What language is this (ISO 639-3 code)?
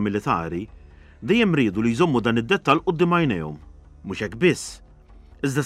mlt